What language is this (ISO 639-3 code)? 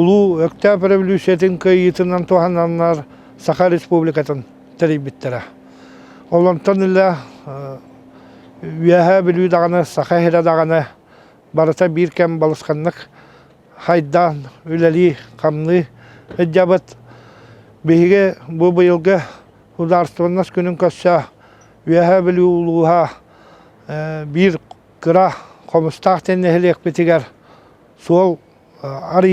sah